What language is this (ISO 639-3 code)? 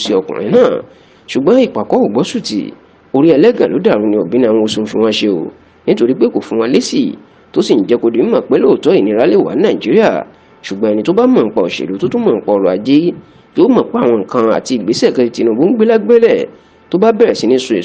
yor